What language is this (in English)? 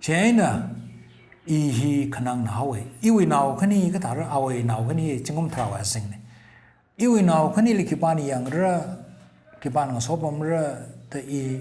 Tangkhul Naga (India)